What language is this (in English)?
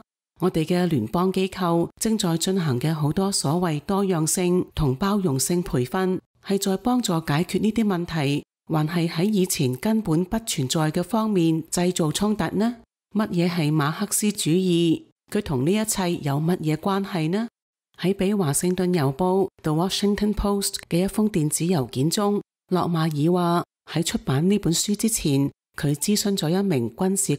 Cantonese